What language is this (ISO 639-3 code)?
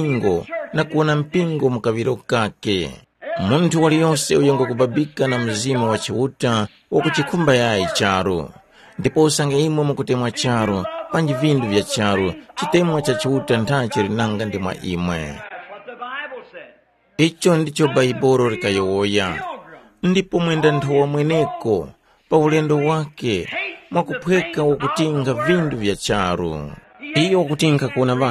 tum